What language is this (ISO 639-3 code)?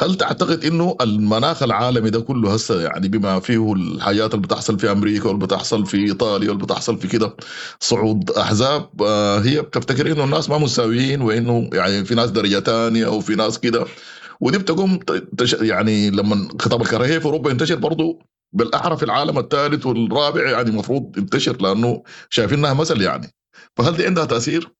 apd